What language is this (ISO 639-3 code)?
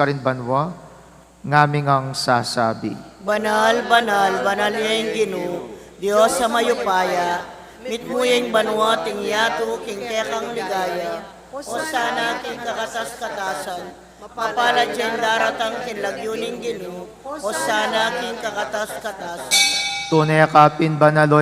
pam